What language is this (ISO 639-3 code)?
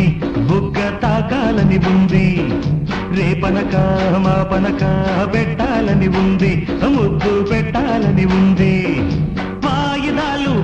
tel